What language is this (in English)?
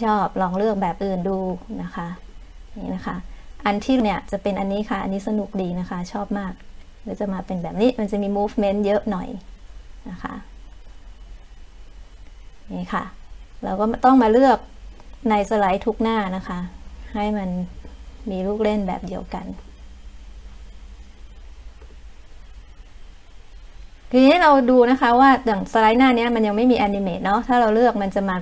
Thai